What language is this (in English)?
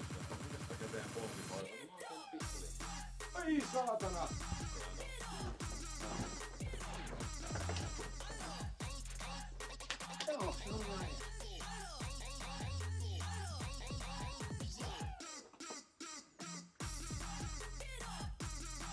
Finnish